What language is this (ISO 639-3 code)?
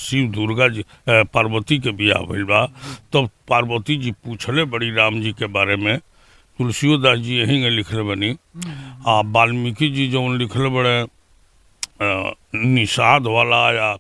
bho